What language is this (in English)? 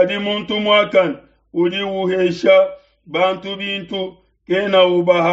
Luba-Lulua